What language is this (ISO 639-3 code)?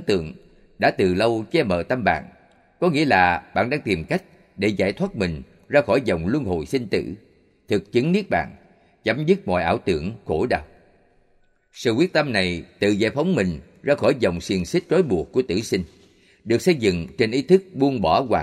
vie